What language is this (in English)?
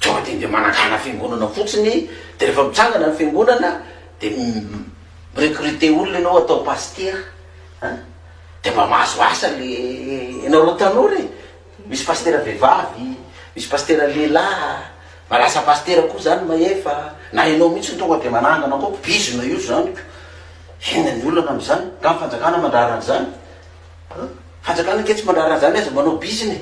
Malagasy